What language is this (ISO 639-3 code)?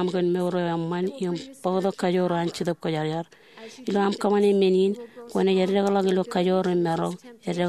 mah